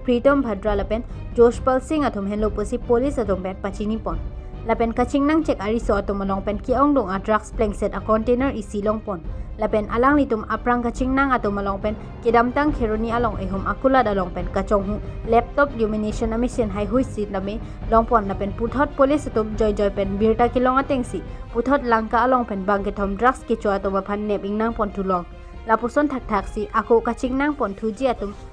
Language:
Karbi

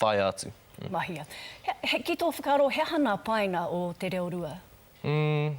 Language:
Māori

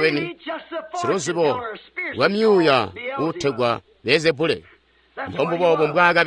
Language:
Tonga (Zambia)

